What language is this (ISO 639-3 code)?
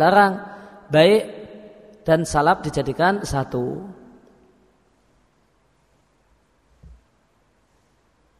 ind